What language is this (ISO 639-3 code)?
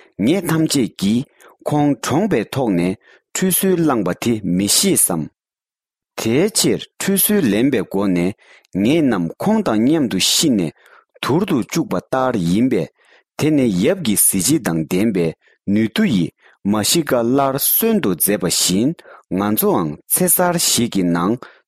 bod